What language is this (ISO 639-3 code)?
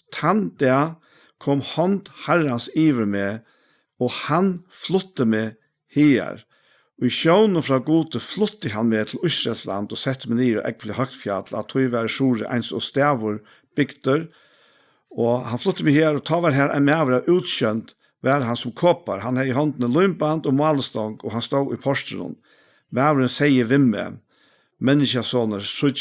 fao